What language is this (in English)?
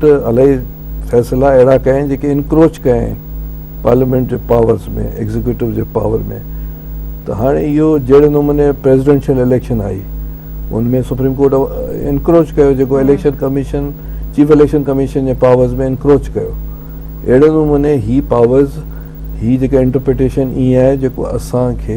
Sindhi